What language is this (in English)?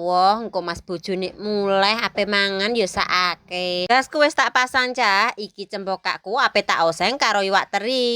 Javanese